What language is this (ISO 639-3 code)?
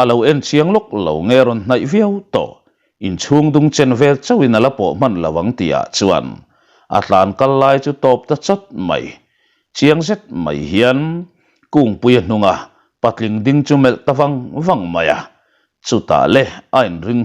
lus